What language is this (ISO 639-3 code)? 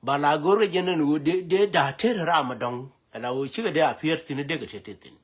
nus